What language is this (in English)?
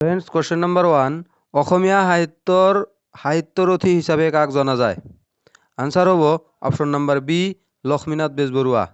Assamese